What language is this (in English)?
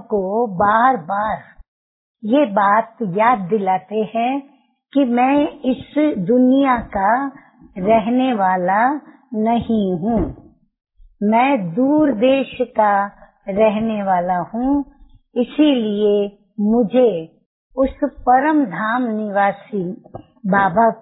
Hindi